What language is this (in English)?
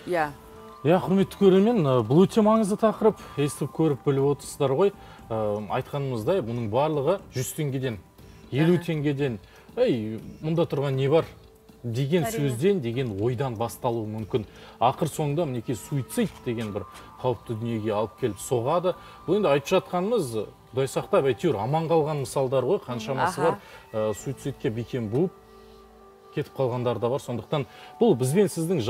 Kazakh